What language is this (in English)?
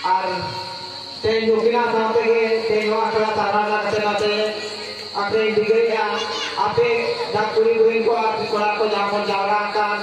Santali